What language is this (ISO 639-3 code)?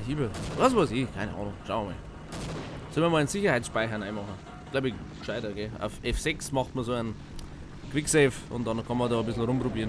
bar